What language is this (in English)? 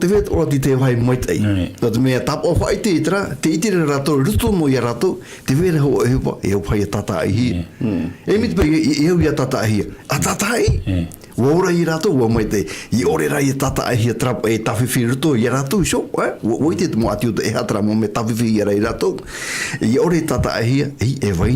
Tahitian